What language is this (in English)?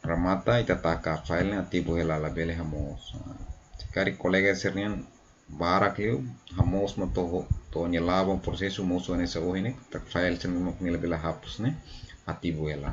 Tetum